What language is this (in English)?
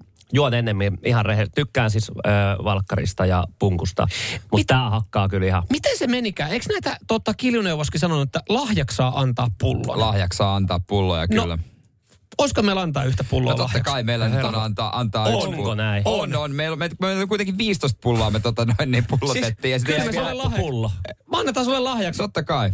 Finnish